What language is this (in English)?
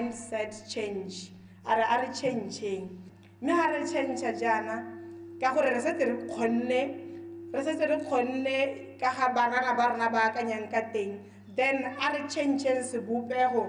Tswana